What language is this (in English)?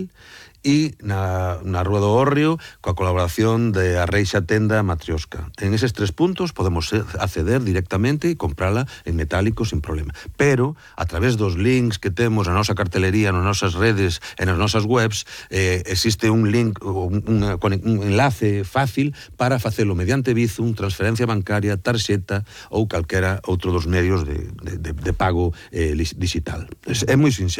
Galician